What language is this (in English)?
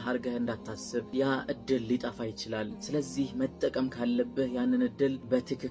Amharic